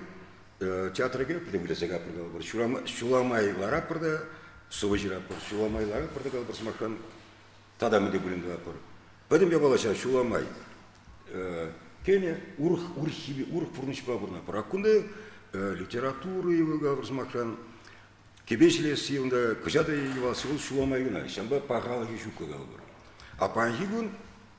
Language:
Chuvash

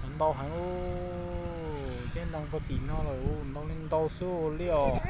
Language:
Hmong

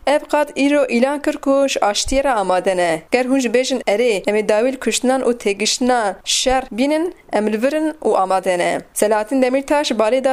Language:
Kurdish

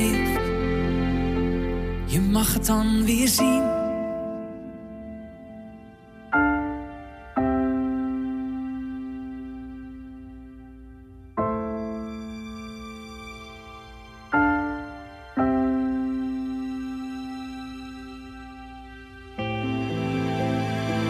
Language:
Dutch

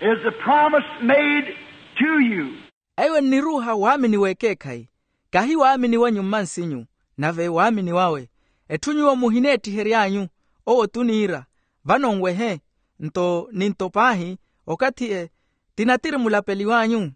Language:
Makhuwa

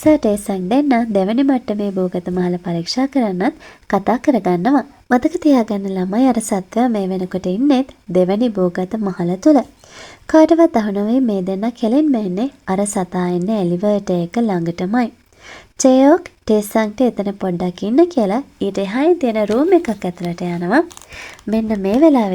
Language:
Sinhala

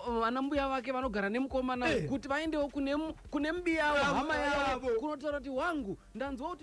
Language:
Shona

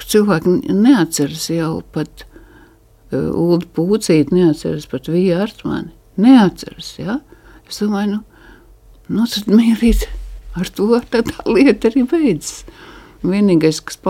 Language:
Latvian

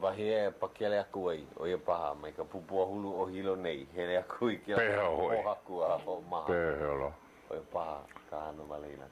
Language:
Hawaiian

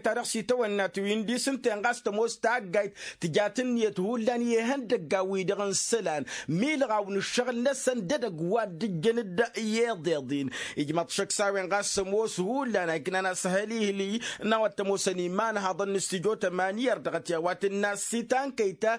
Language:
Tamasheq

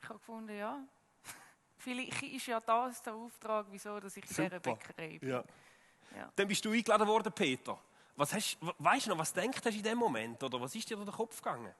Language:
Swiss German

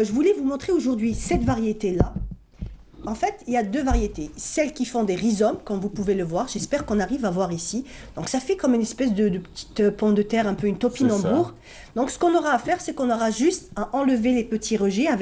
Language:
French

